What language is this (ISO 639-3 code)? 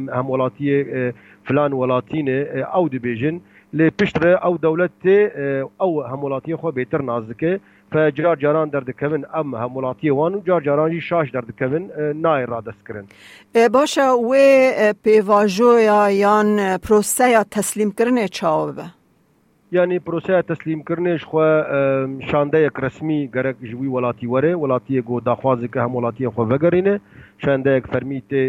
kur